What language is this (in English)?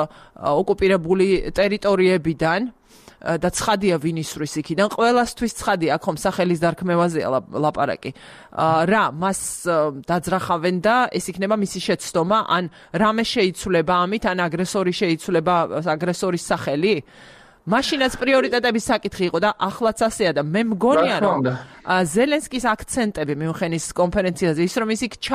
Georgian